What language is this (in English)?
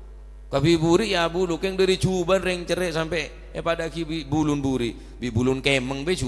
Madurese